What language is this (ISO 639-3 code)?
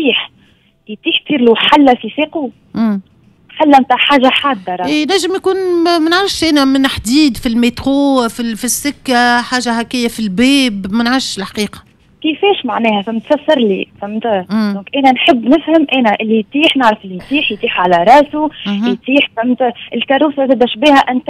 aeb